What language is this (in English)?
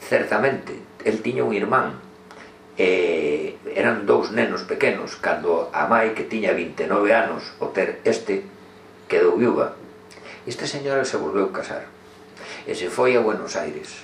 Galician